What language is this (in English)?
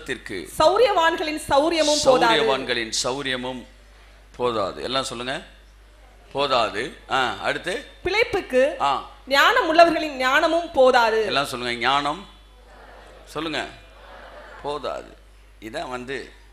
Tamil